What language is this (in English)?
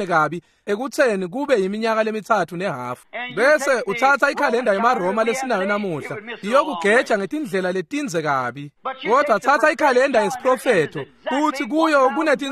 Swati